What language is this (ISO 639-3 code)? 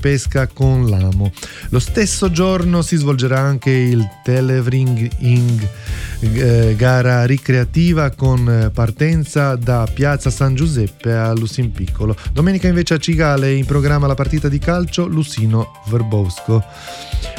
ita